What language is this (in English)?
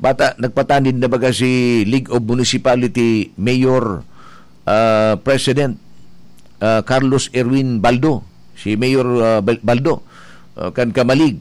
Bikol